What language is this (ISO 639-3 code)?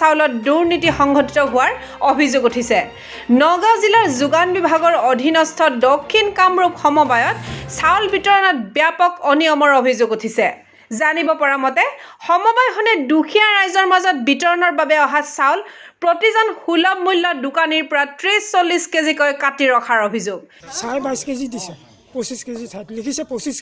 asm